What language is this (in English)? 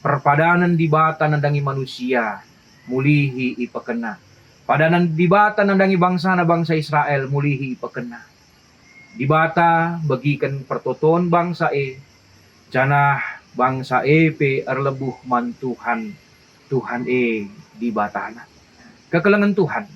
Batak Karo